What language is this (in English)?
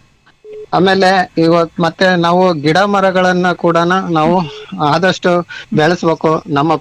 Kannada